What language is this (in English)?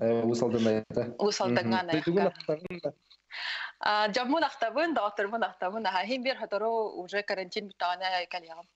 Yakut